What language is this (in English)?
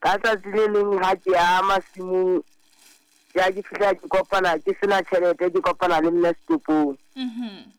Southern Sotho